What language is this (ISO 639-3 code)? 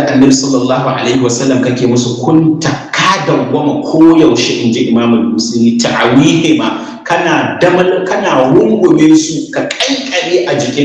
hau